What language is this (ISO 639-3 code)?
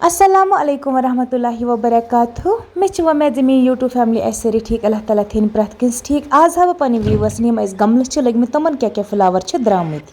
kas